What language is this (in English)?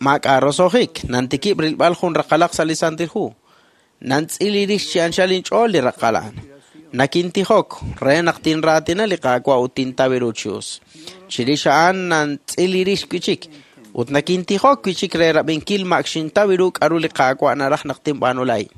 Kekchí